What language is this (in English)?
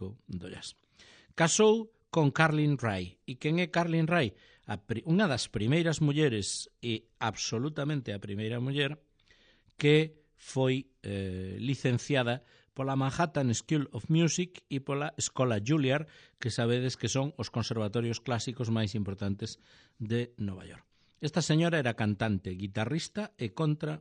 Galician